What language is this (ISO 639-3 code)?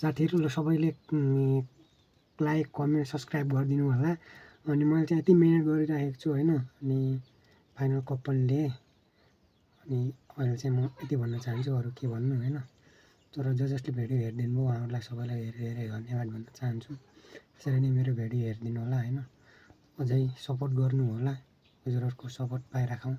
nep